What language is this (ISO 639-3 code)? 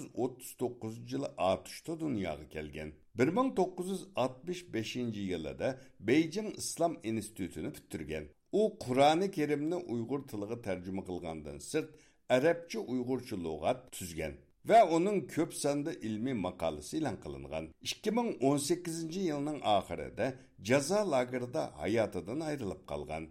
uig